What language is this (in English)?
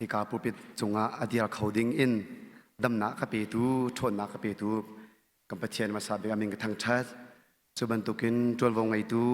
Hakha Chin